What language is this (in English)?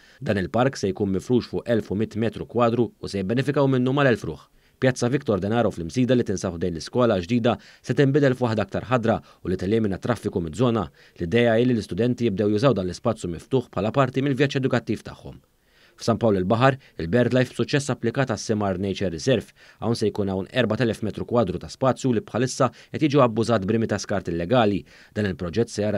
Maltese